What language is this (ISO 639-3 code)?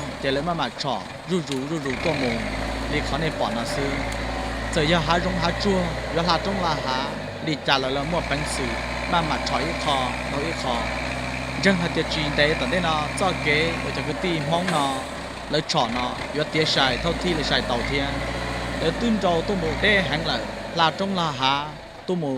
hmn